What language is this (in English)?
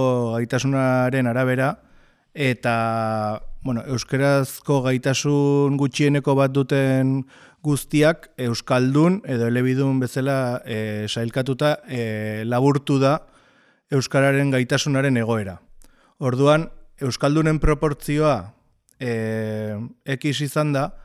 Basque